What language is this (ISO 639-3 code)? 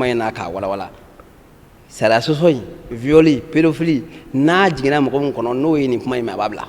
bam